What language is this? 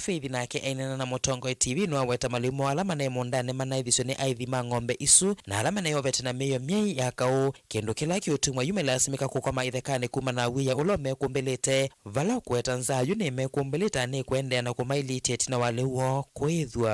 Kamba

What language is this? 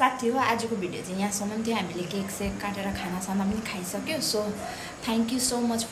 Nepali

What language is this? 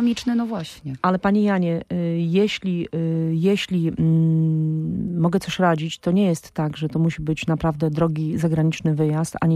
Polish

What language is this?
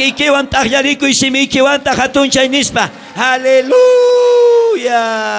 South Bolivian Quechua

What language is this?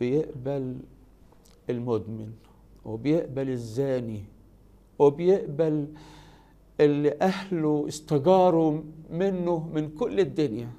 Egyptian Arabic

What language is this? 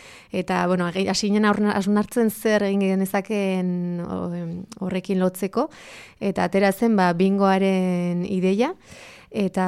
Basque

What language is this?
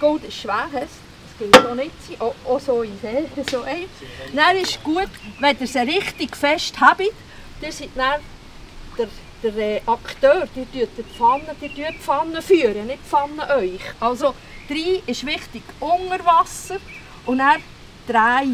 Swiss German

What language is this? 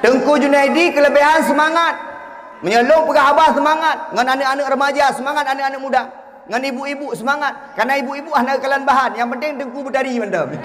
Achinese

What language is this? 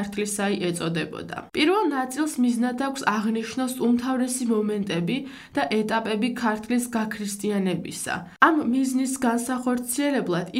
Georgian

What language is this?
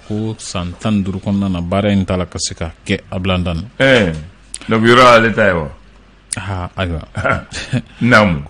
Bambara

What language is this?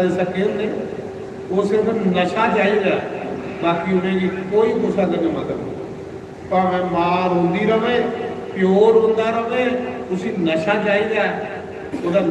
Dogri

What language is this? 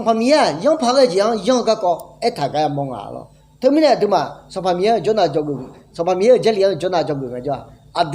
Akha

